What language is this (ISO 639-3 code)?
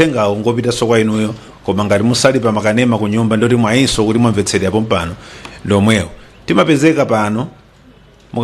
nya